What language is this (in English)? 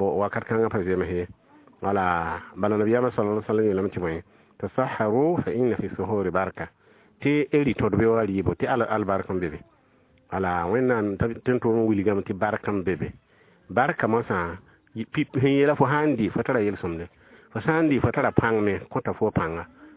Mossi